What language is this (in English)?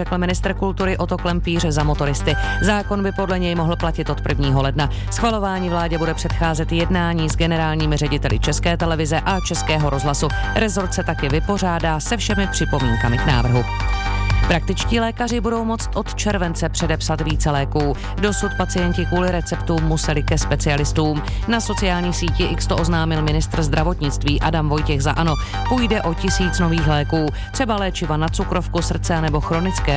Czech